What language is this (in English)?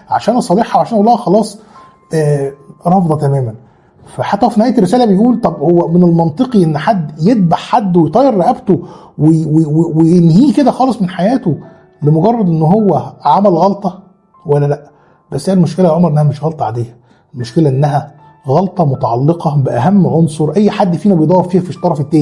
Egyptian Arabic